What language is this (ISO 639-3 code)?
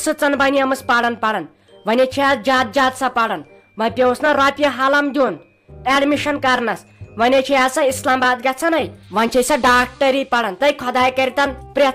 kas